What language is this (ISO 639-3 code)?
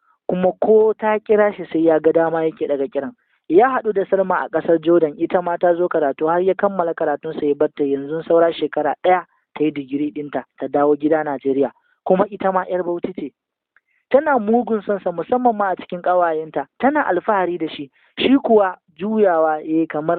hau